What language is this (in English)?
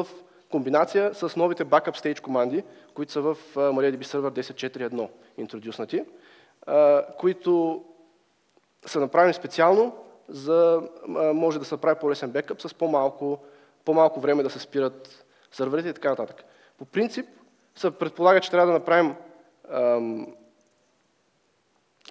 Bulgarian